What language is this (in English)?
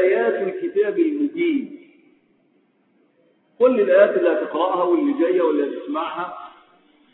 Egyptian Arabic